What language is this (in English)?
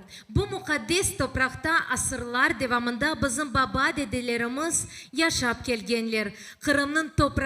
Crimean Tatar